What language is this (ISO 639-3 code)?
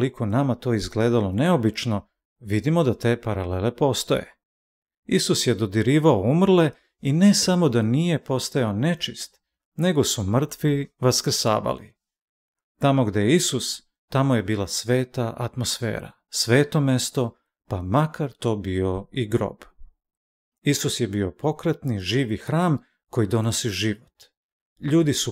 srp